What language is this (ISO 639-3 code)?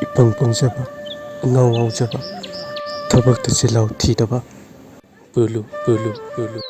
mni